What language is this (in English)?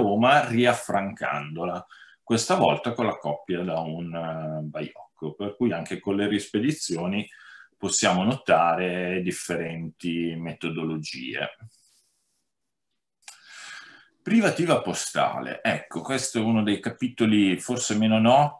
Italian